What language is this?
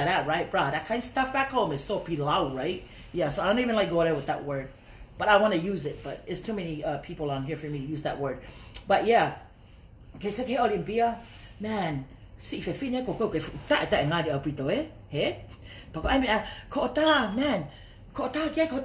Tongan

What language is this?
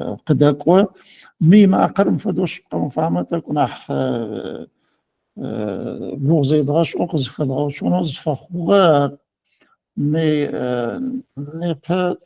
Adyghe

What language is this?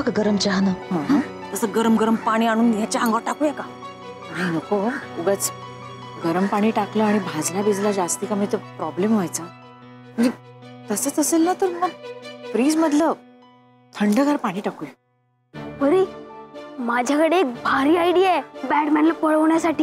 Marathi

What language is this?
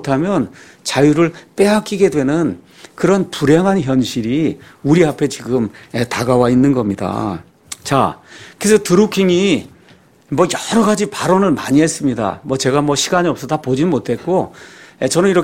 Korean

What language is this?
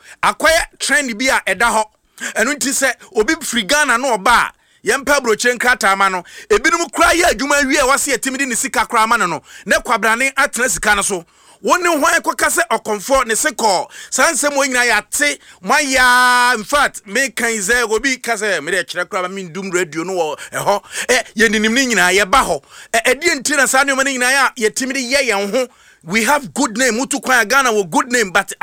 Akan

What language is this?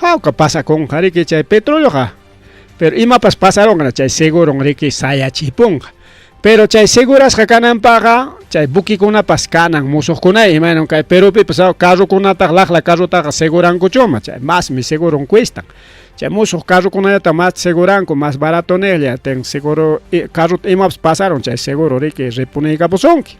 Ayacucho Quechua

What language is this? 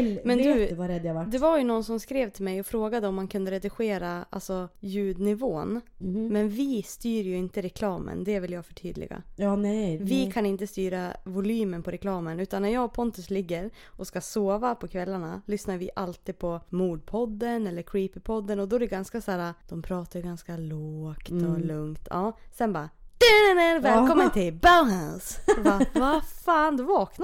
Swedish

